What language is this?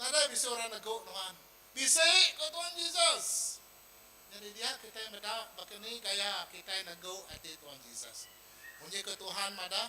Iban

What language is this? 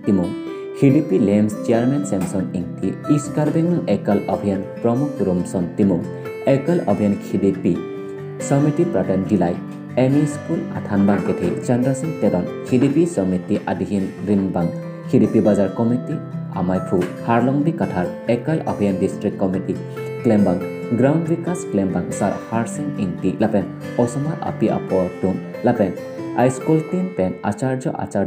Karbi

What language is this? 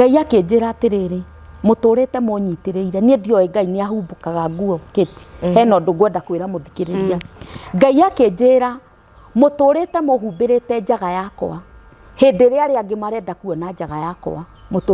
Kikuyu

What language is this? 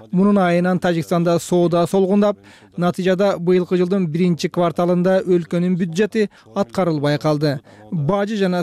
Kyrgyz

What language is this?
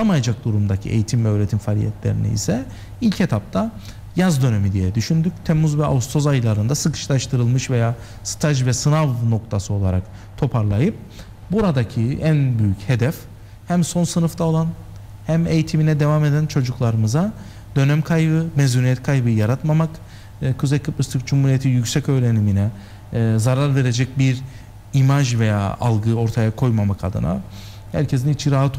Turkish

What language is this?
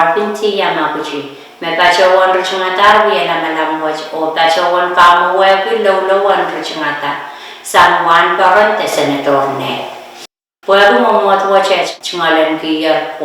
Pohnpeian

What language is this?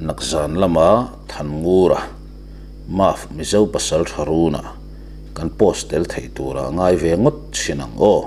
Mizo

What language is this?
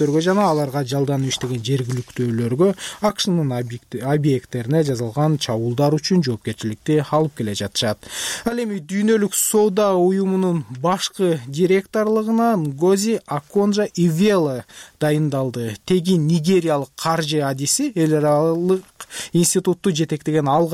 Kyrgyz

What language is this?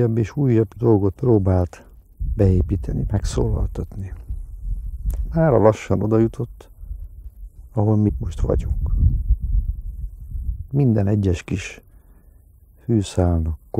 Hungarian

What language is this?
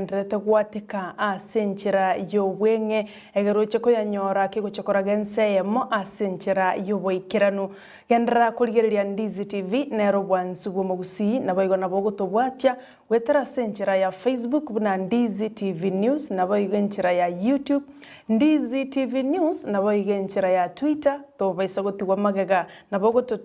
Gusii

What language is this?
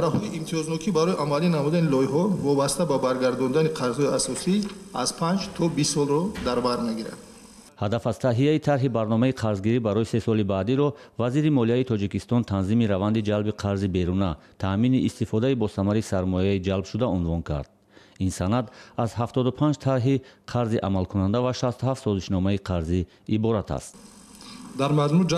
Tajik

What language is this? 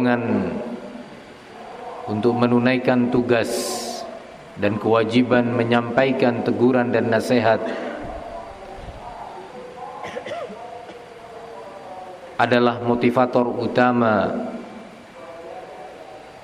Indonesian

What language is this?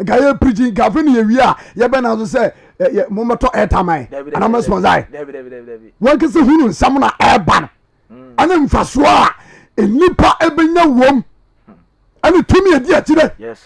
Akan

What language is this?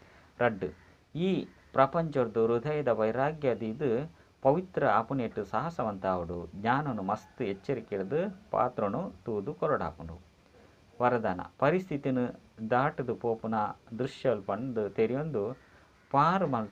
Tulu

